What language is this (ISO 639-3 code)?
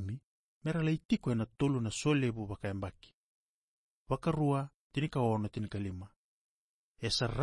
fij